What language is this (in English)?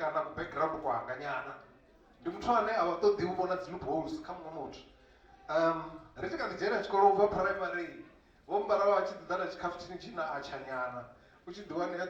Venda